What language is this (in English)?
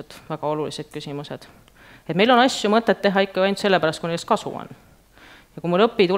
Estonian